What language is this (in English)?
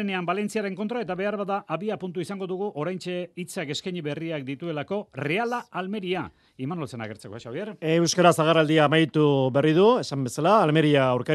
Basque